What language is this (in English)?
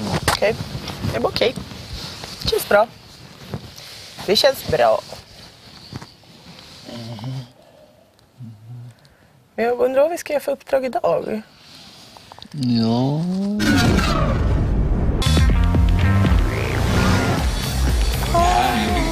Swedish